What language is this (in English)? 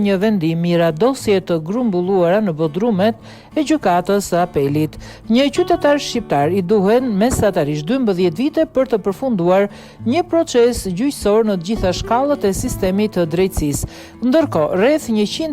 Albanian